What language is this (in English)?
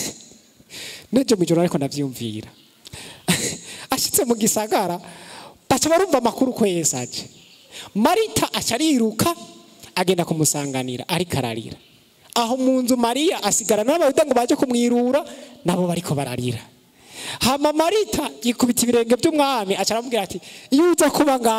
Rundi